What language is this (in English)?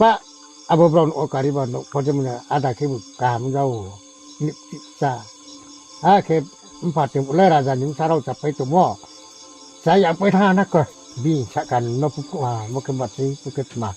Riang (India)